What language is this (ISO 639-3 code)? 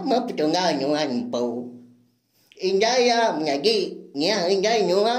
iba